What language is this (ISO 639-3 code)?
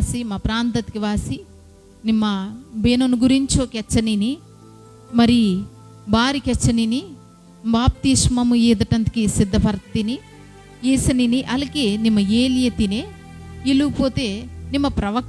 kff